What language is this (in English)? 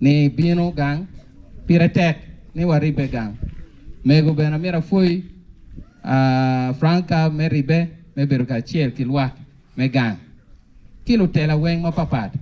Acoli